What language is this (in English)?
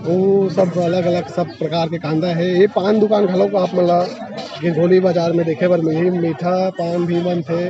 Chhattisgarhi